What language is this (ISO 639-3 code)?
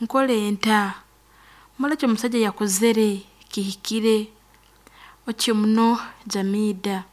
nyn